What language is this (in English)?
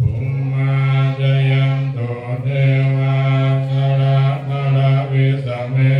Pali